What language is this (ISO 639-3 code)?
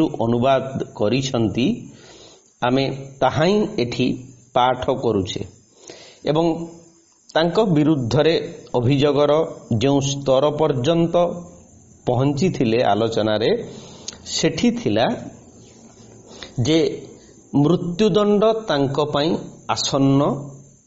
ori